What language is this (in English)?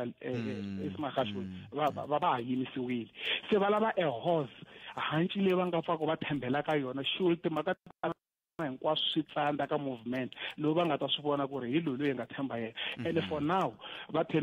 Tsonga